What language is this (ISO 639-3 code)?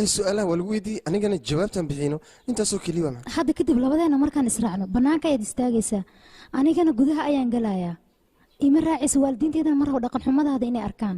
som